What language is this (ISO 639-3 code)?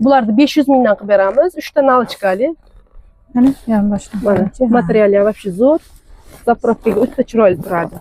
uzb